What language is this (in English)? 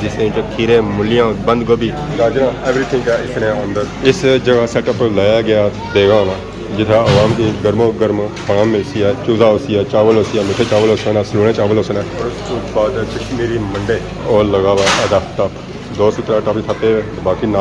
Pahari-Potwari